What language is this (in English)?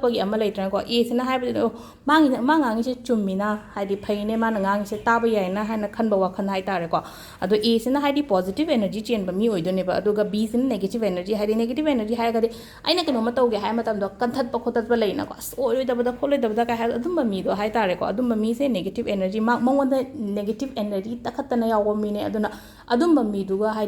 Manipuri